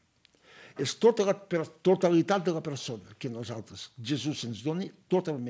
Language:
Catalan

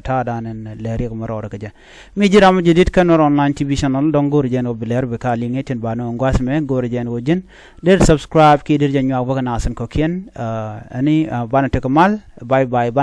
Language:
Nuer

